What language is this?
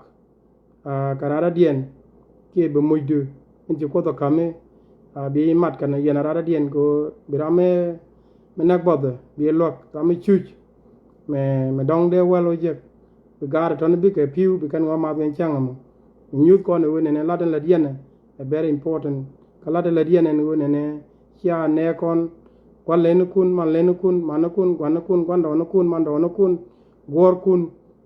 Nuer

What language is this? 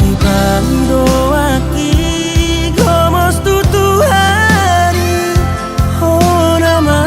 Batak Toba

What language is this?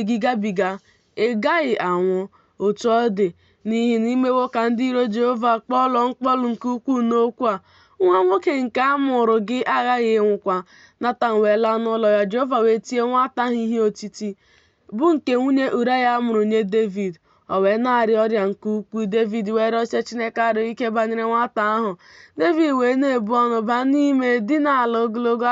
Igbo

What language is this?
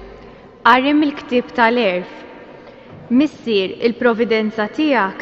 Maltese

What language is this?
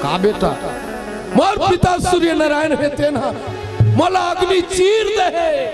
Chhattisgarhi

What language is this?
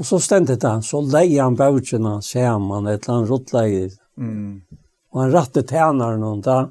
Faroese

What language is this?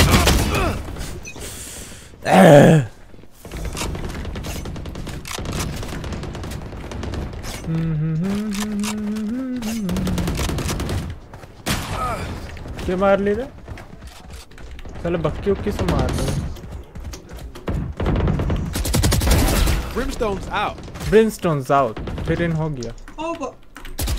Hindi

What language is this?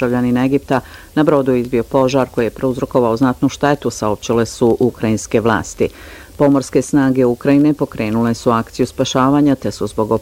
Bosnian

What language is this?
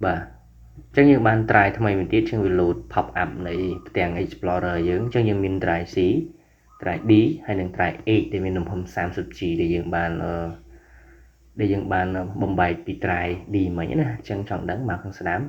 Khmer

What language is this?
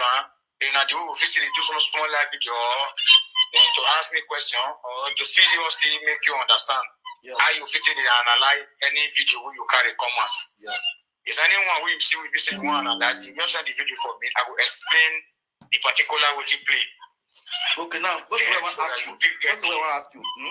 Nigerian Pidgin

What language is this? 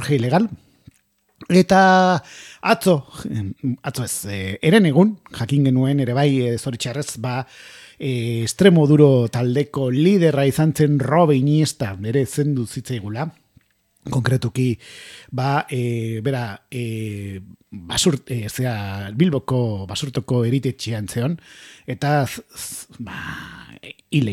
Basque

